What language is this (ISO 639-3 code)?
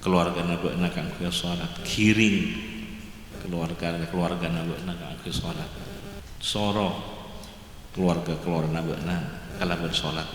mad